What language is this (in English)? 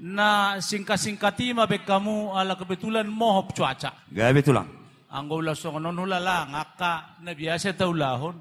Batak Toba